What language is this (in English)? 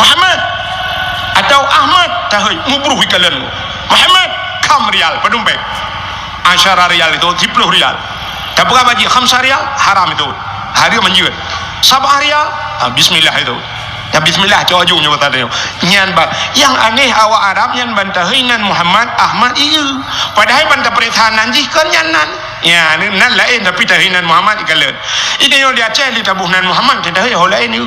Achinese